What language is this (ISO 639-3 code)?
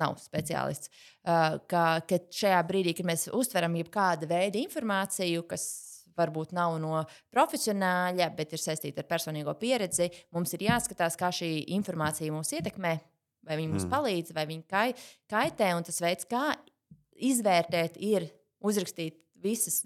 lav